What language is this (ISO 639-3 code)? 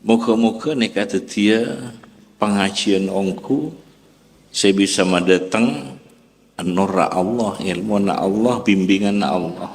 mad